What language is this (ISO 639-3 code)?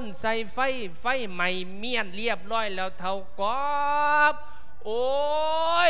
lao